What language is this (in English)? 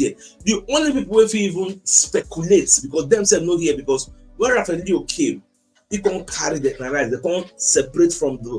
Nigerian Pidgin